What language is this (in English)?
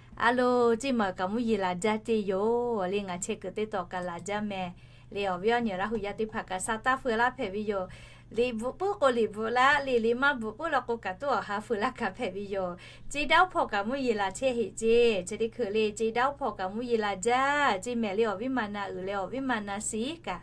Lahu